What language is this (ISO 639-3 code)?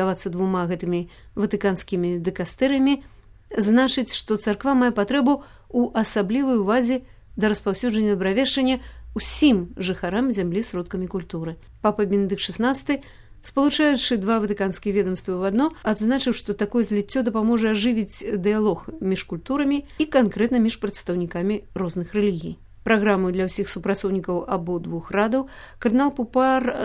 bel